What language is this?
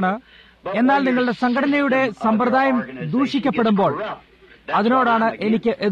Malayalam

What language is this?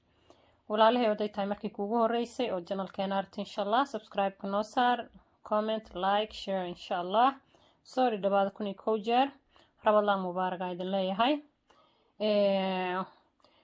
Somali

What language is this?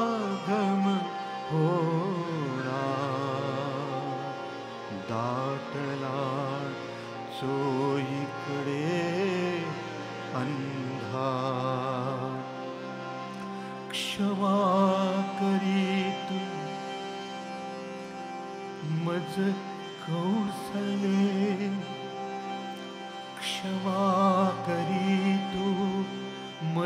Marathi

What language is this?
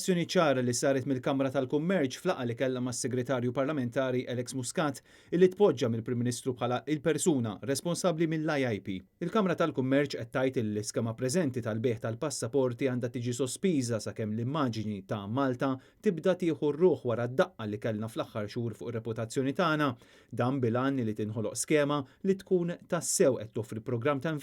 Maltese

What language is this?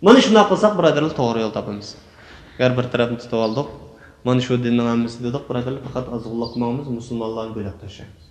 Uyghur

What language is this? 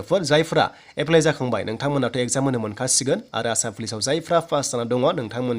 Bodo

